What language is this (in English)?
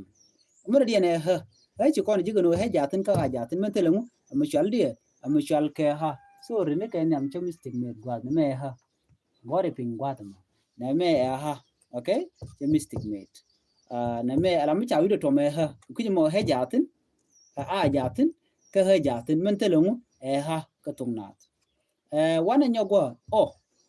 Nuer